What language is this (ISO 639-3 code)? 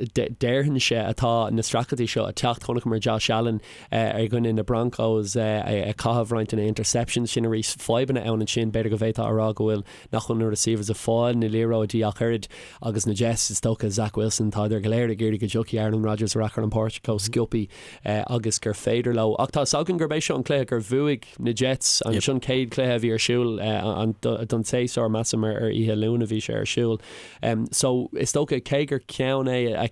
gle